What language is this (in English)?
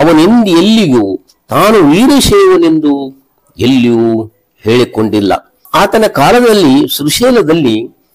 Kannada